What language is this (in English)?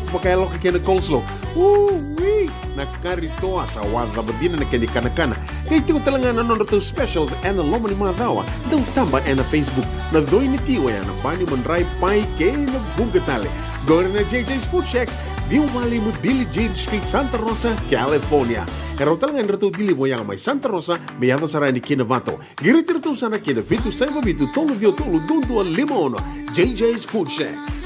Fijian